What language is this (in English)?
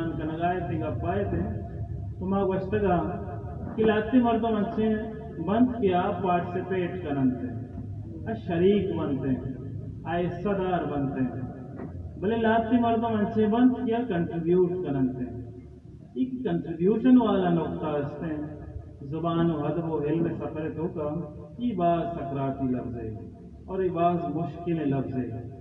Baluchi